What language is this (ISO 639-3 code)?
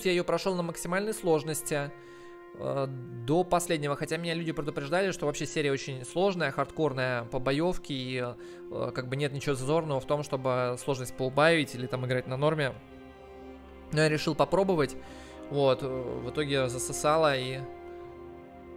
rus